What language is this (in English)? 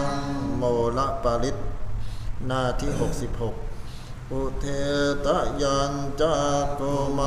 Pali